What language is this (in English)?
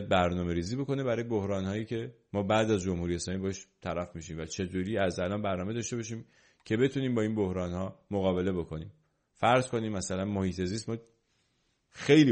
Persian